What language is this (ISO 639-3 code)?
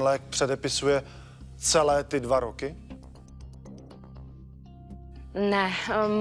ces